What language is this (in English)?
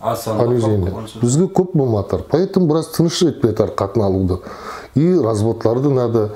Nogai